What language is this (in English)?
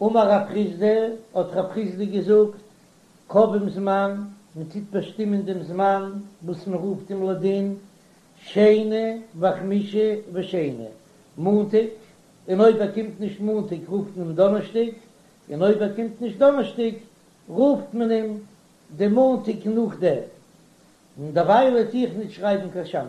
Yiddish